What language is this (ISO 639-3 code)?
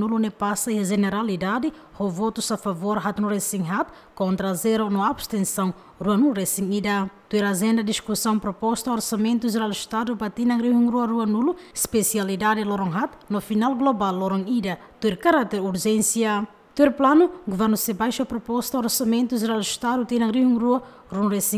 tet